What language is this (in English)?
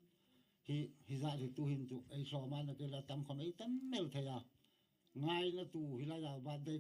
Hmar